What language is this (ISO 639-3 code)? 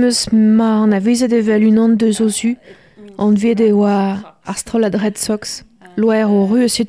bre